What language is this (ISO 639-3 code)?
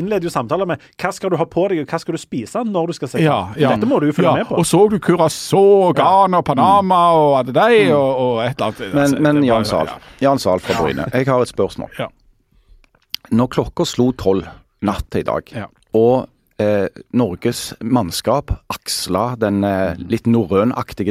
nor